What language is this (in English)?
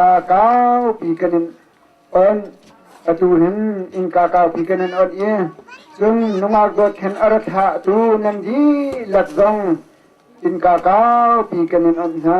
Hakha Chin